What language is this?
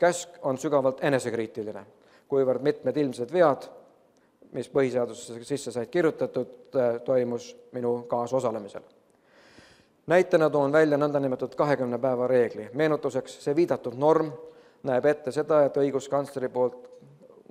Estonian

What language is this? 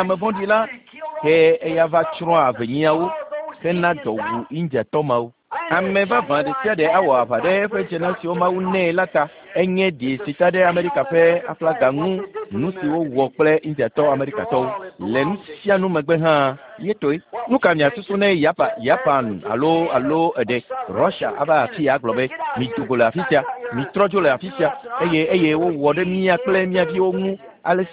Ewe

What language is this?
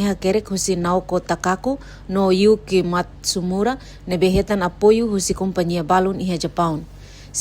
Tetum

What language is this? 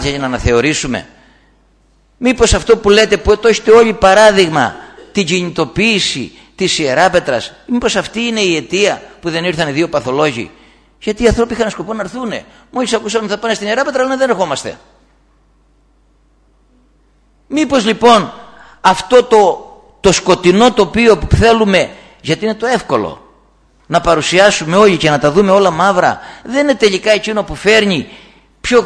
Greek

